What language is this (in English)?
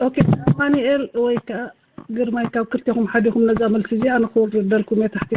Tigrinya